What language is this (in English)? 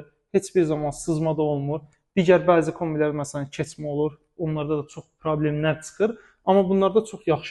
Azerbaijani